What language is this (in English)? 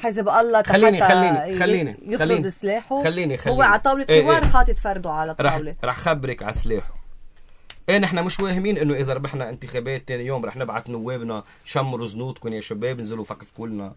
North Levantine Arabic